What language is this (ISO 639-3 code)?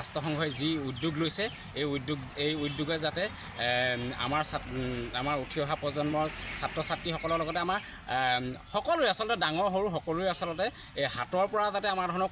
asm